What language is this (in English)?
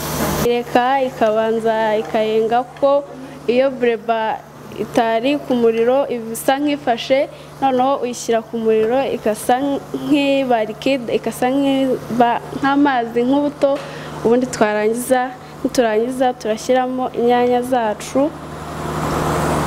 Kinyarwanda